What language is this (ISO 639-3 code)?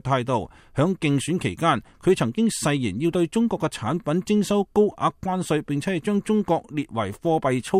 yue